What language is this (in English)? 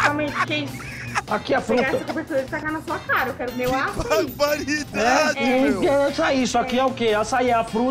Portuguese